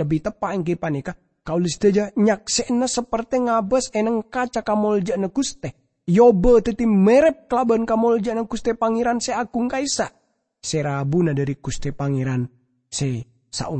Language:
Madurese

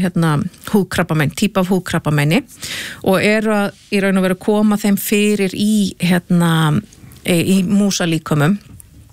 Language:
Icelandic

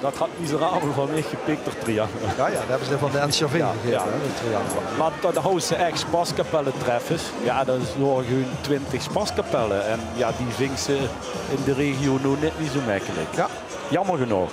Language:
Limburgish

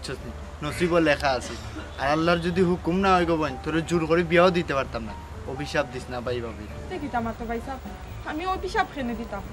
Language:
Sylheti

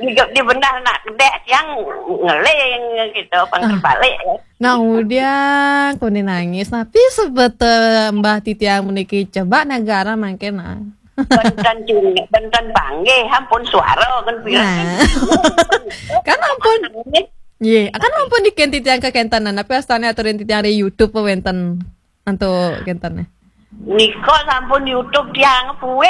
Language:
Balinese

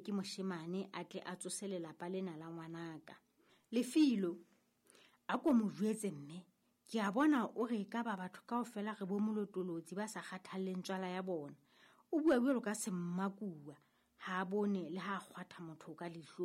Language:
Southern Sotho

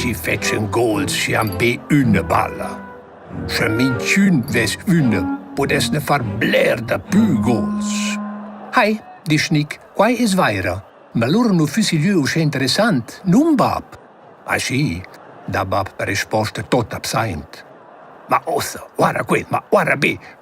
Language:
Romansh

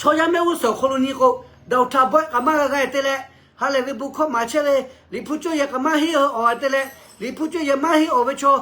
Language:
Lahu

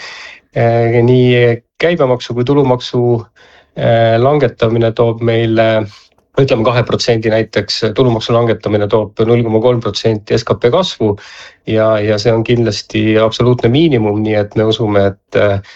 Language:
Estonian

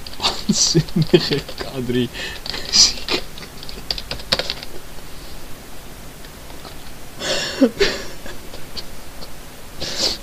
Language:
Dutch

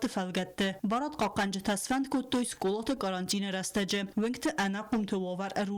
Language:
Ossetic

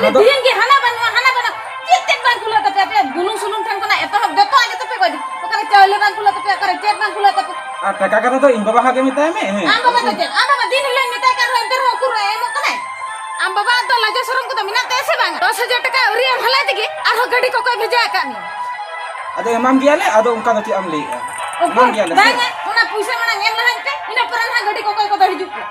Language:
Santali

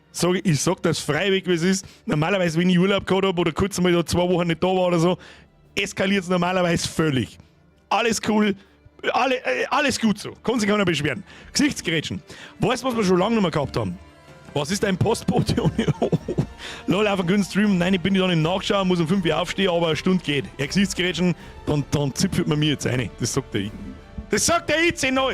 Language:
Bavarian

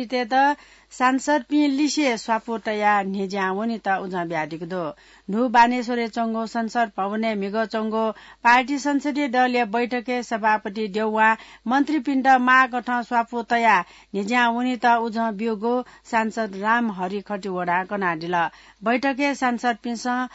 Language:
Newari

